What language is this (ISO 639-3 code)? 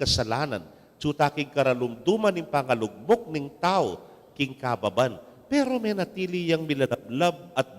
pam